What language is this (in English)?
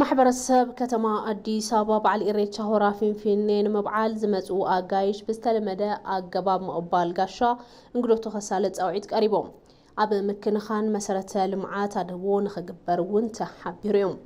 Tigrinya